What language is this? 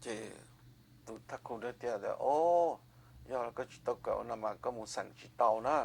Hmong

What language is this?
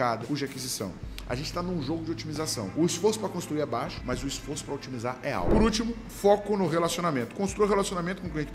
Portuguese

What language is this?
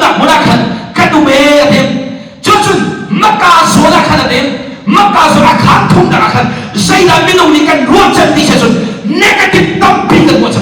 Hakha Chin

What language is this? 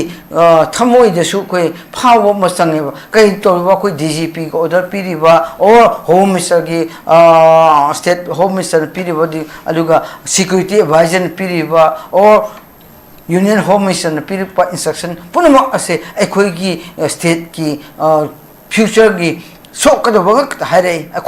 Manipuri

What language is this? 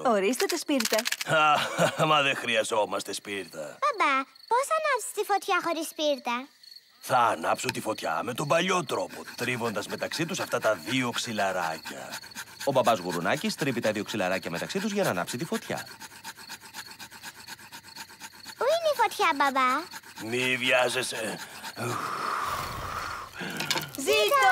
Greek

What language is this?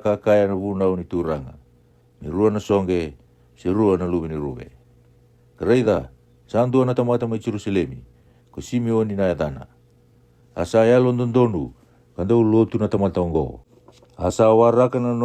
Fijian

